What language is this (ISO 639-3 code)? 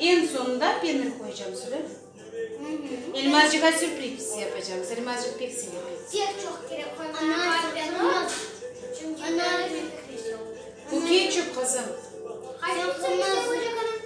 crh